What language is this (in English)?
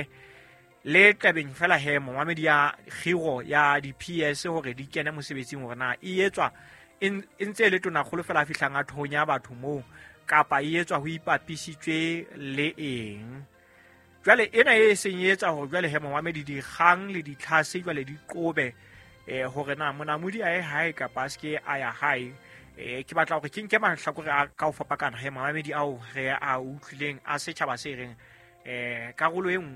Southern Sotho